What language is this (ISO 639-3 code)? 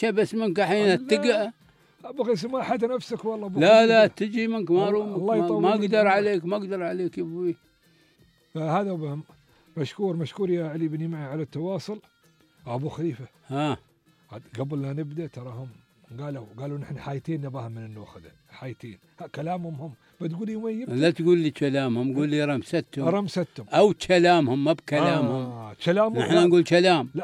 afb